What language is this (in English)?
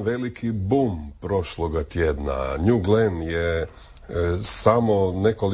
Croatian